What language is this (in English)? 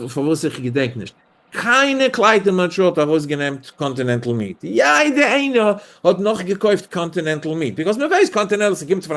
Yiddish